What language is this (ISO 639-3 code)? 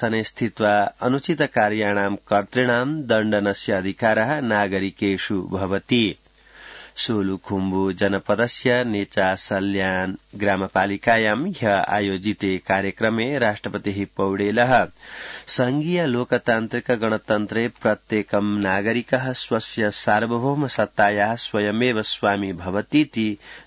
san